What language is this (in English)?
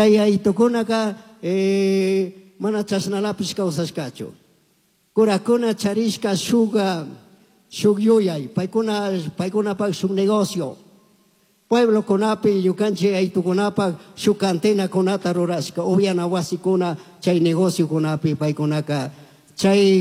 Chimborazo Highland Quichua